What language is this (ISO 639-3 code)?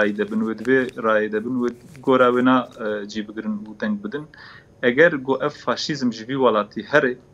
kur